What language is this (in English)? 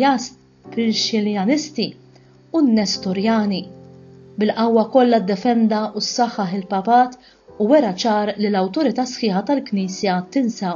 Maltese